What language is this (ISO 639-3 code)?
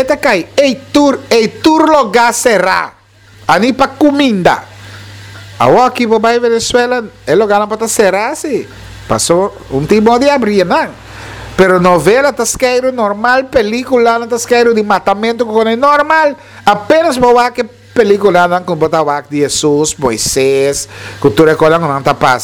pap